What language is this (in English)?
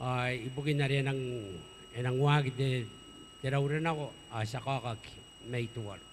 Gilbertese